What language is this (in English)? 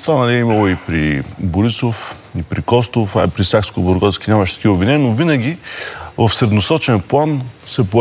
Bulgarian